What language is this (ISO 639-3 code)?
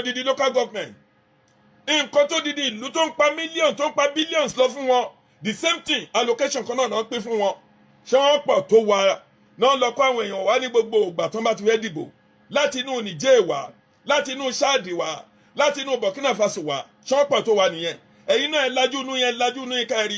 yor